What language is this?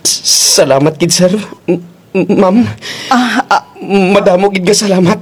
Kinaray-a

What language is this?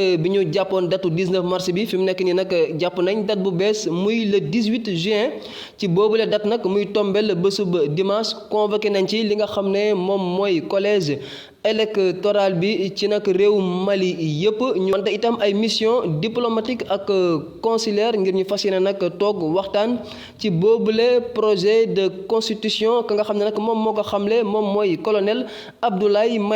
Wolof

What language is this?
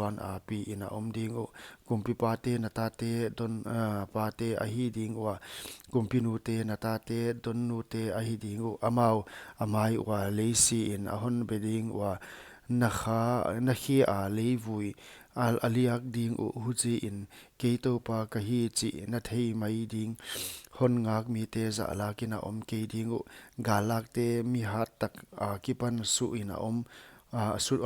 Paite Chin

